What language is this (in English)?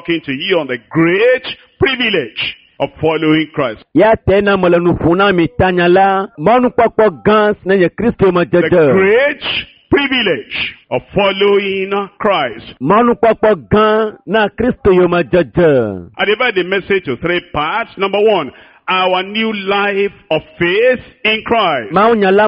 Ewe